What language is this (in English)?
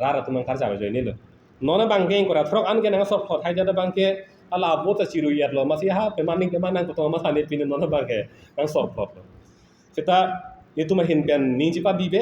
Karbi